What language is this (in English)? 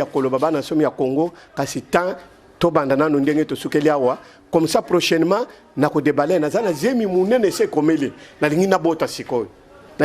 Lingala